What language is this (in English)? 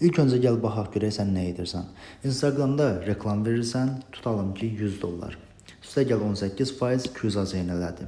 Azerbaijani